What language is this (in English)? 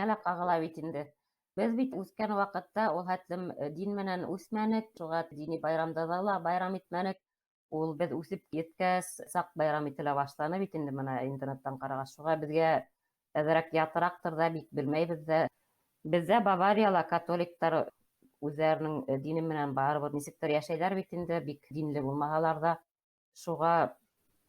Bashkir